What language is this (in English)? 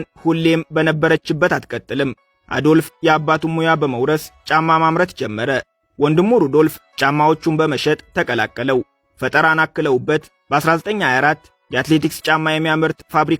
Amharic